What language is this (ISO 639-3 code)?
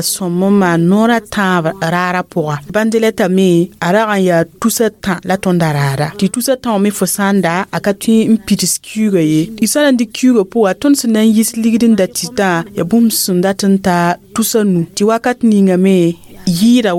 mos